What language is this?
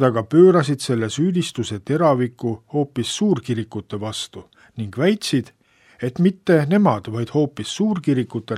Estonian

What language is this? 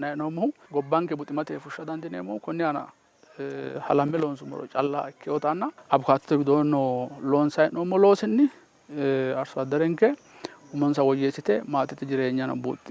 Sidamo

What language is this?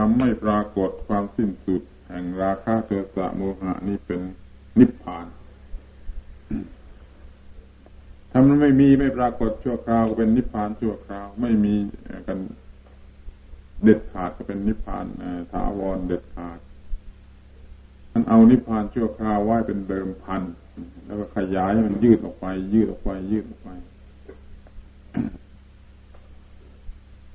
Thai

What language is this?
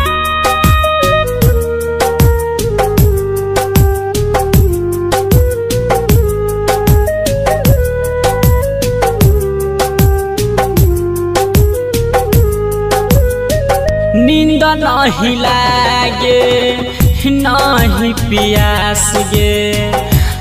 Bhojpuri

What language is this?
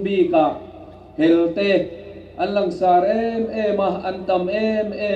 Hmar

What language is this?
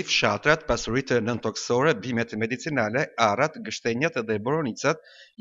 Albanian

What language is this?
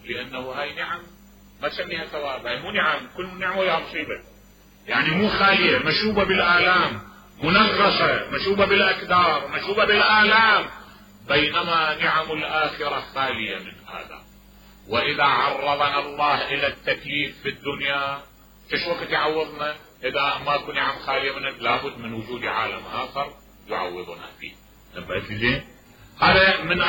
Mesopotamian Arabic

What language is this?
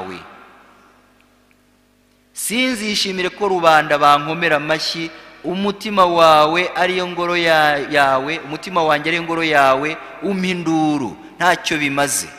Kinyarwanda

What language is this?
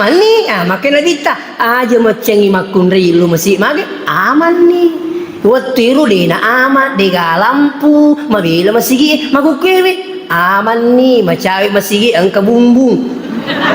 Buginese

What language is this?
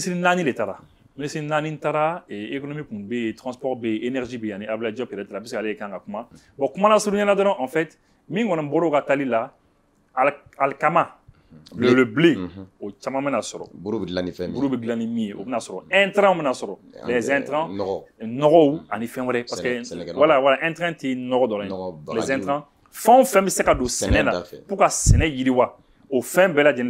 Bambara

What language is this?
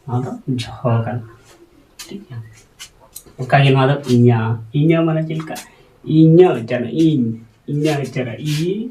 Santali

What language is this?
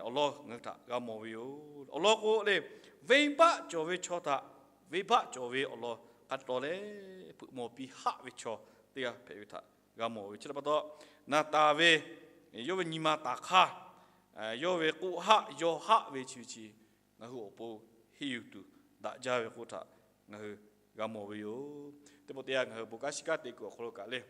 Lahu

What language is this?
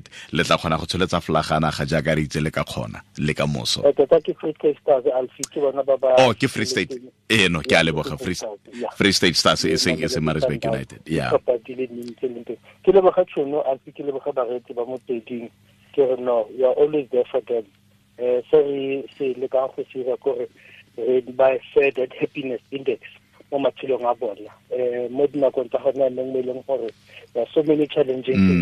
Tswana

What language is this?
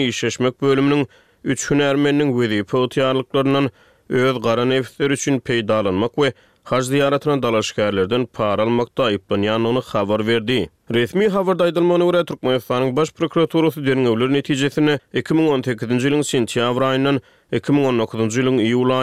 Turkmen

